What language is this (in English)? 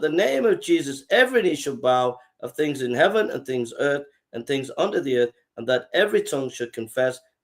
English